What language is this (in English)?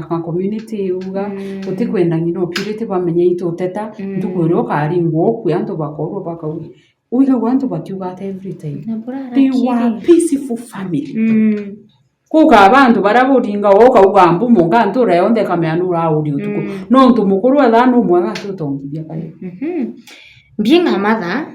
Meru